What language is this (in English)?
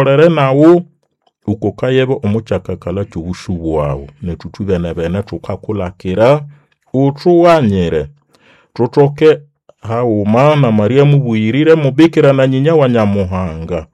Nande